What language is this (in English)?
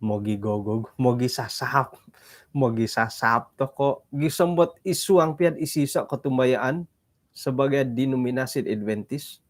Central Dusun